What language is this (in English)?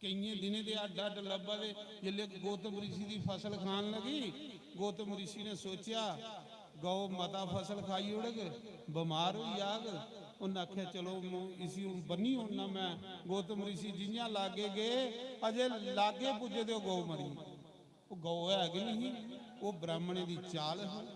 Dogri